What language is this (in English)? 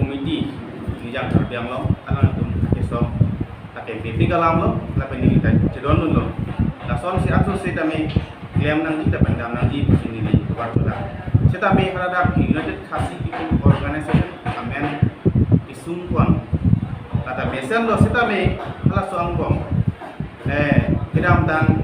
Karbi